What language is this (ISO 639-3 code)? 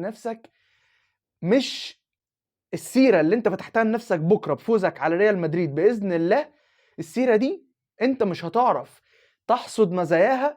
arz